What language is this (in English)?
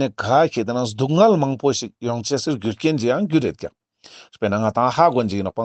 Ladakhi